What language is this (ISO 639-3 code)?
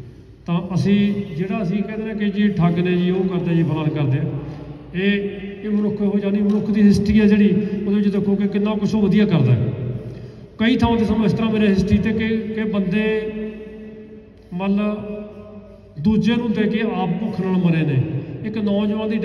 pan